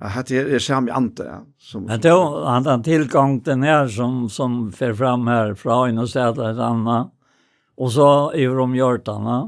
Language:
Faroese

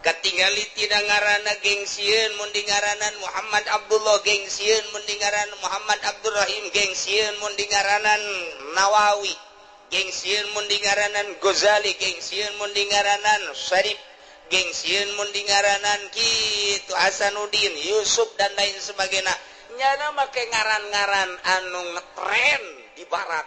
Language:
Sundanese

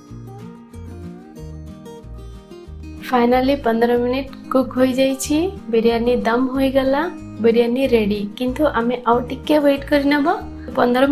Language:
Odia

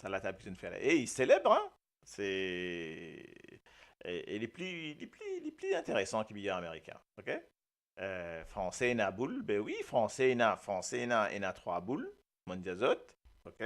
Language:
Morisyen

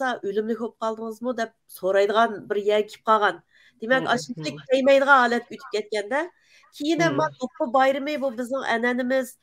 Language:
Uyghur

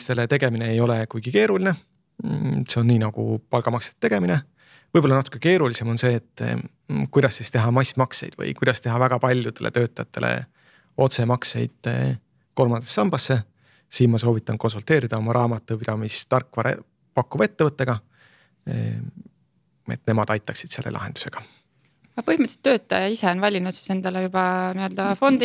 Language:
Estonian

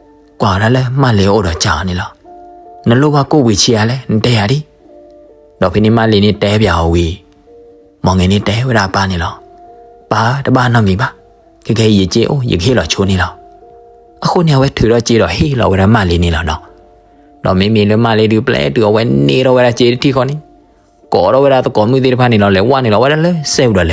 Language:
S'gaw Karen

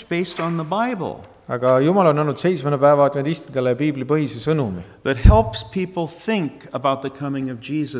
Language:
Estonian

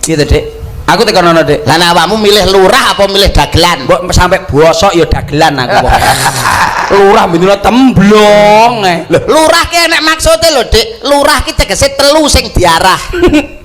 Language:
Javanese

